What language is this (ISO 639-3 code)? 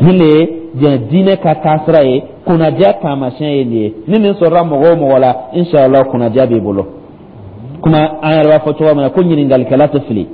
dyu